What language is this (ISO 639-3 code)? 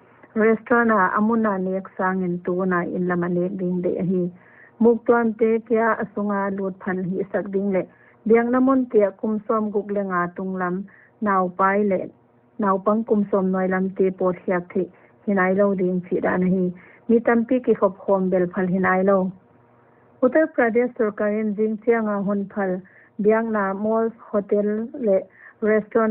pck